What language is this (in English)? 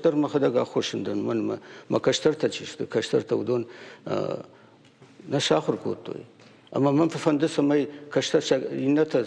Ossetic